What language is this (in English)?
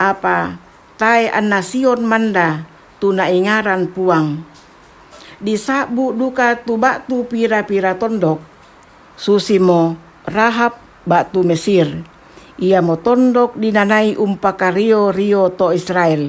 Toraja-Sa'dan